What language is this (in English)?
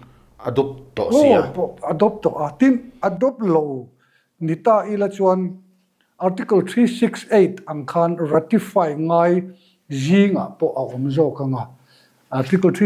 Mizo